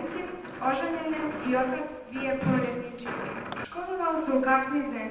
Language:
Bosnian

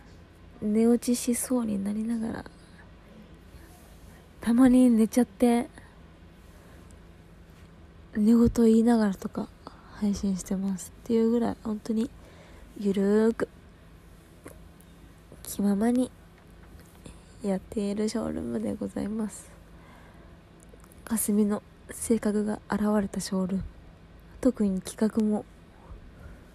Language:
Japanese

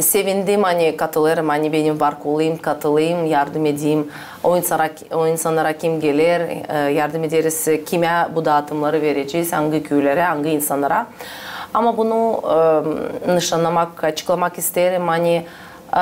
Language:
Gagauz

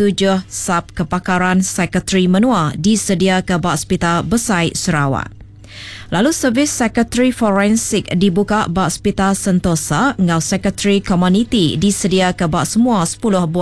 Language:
Iban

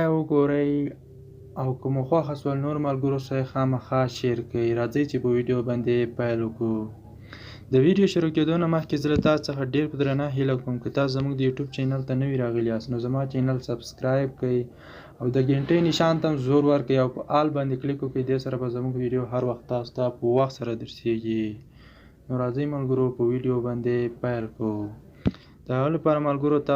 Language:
Pashto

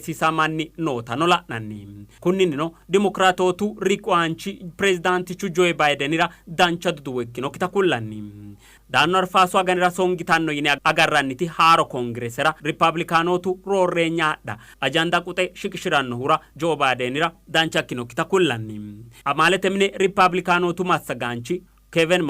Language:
Sidamo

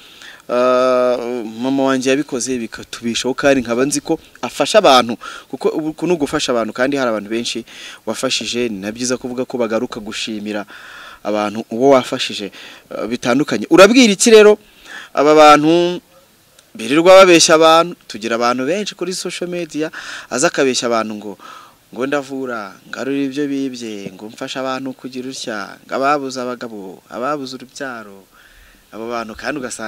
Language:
Kinyarwanda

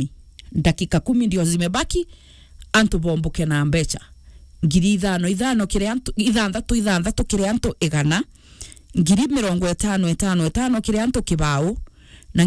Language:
Meru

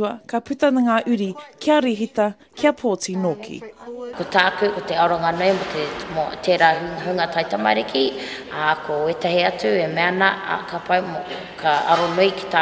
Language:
Māori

